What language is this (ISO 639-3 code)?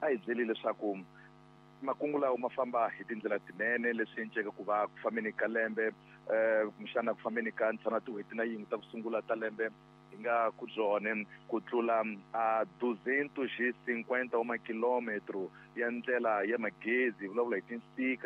tso